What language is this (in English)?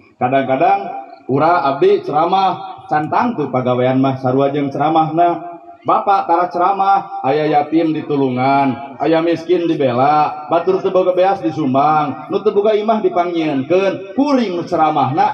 Sundanese